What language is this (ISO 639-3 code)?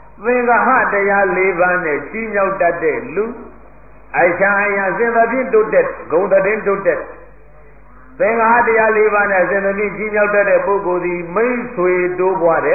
mya